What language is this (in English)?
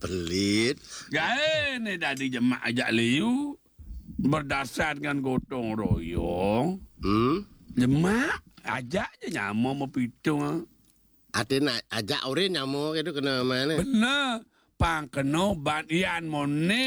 Balinese